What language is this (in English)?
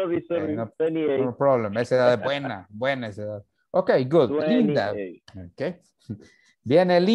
Spanish